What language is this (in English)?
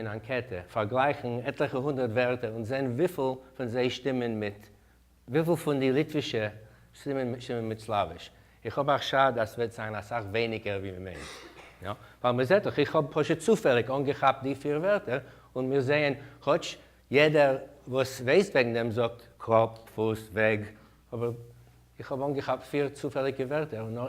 Yiddish